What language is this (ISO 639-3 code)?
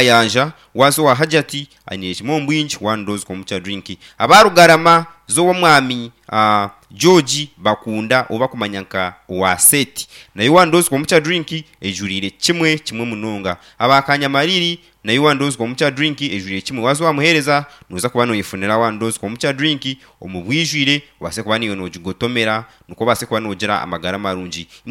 nyn